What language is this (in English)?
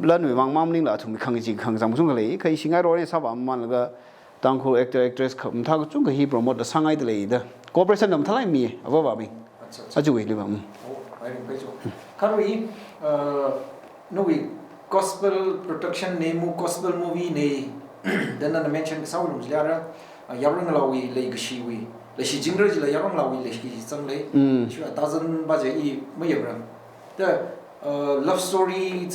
Tangkhul Naga (India)